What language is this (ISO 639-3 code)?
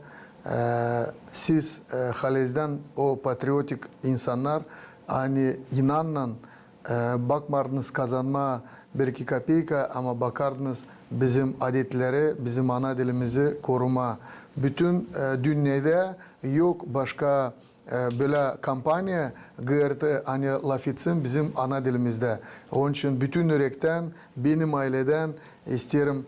gag